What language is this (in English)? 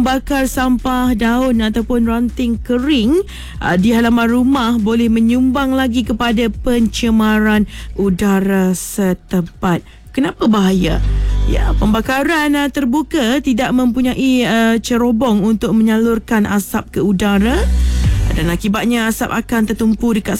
Malay